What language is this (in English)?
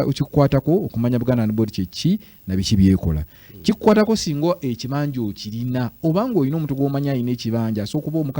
Ganda